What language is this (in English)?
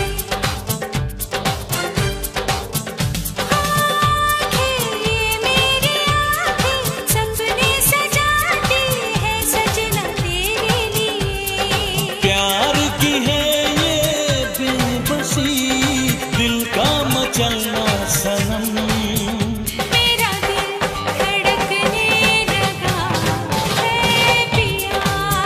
Hindi